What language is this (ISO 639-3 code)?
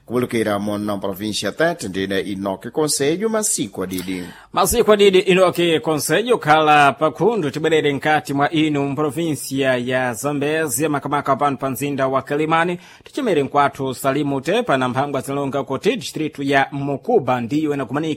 seh